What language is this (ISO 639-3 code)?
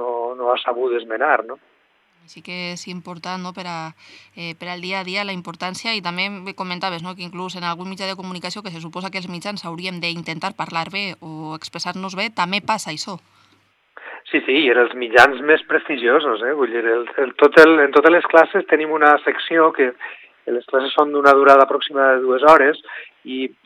cat